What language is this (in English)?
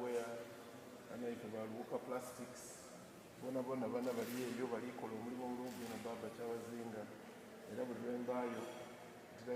Soga